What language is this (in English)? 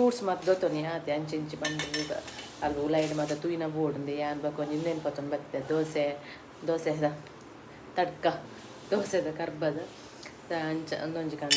Tulu